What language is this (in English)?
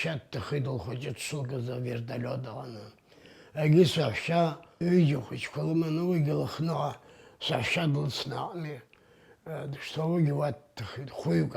Abkhazian